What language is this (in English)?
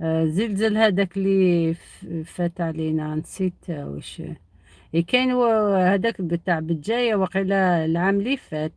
Algerian Arabic